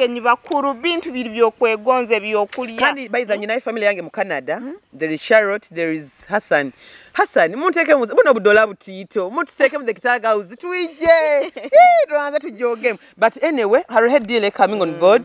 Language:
Nyoro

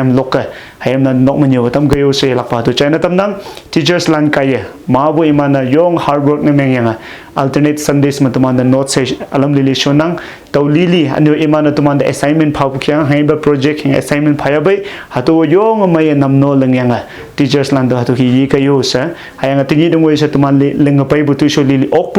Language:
Konyak Naga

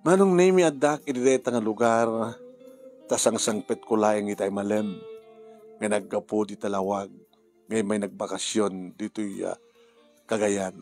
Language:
Iloko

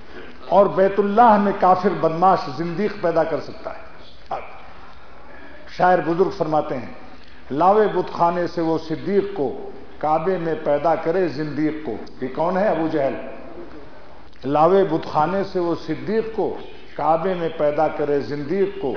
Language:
Urdu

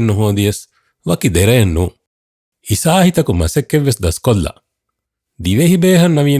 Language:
Divehi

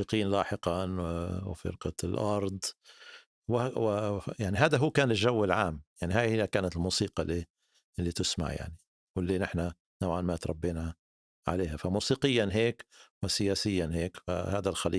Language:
North Levantine Arabic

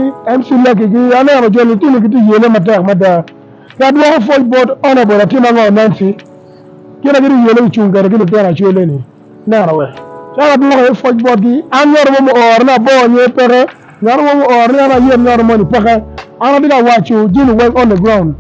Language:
Acoli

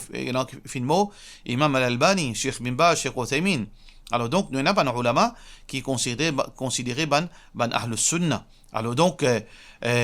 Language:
Morisyen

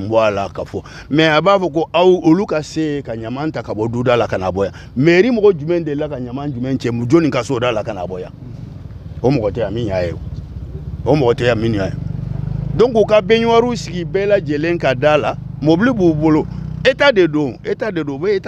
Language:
Bambara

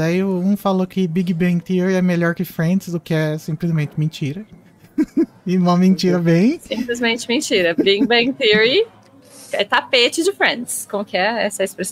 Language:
Portuguese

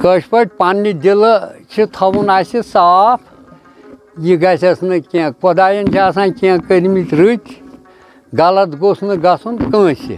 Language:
Kashmiri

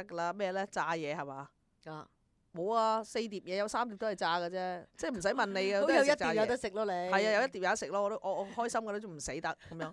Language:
Cantonese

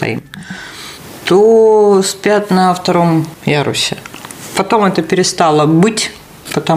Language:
Russian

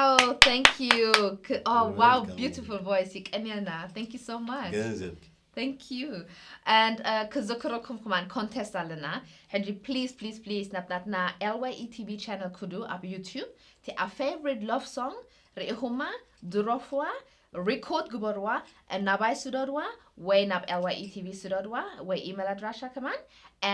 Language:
Tigrinya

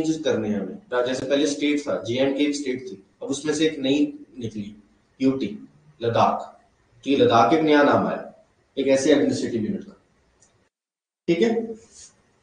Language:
Hindi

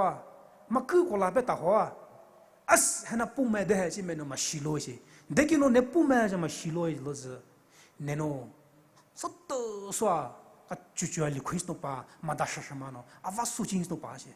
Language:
Poumei Naga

